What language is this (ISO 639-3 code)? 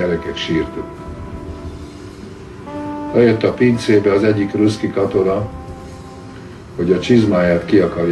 hun